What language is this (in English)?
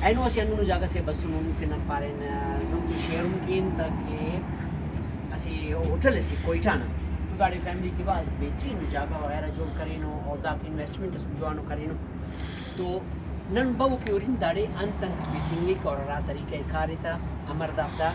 Brahui